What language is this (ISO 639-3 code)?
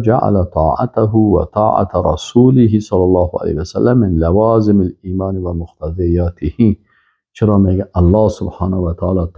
fas